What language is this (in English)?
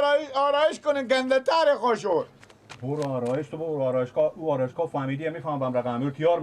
Persian